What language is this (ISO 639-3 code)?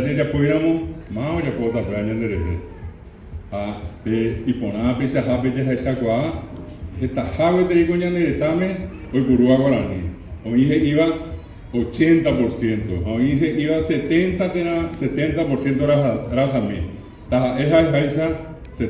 grn